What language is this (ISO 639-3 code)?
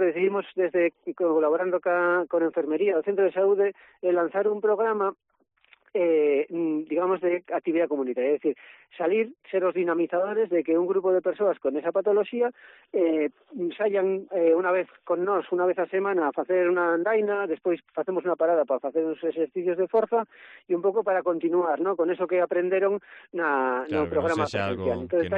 glg